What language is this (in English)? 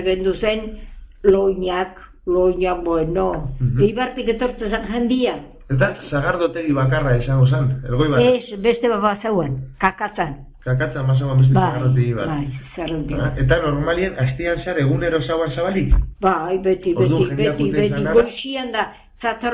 Basque